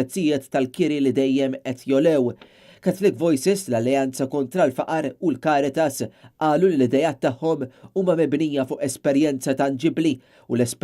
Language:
Maltese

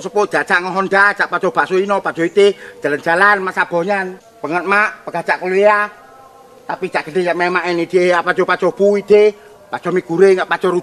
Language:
Achinese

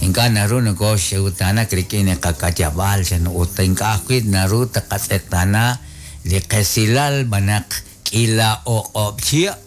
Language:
Kekchí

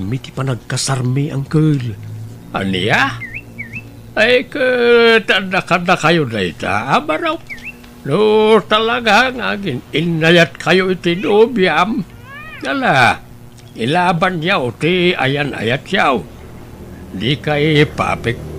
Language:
Iloko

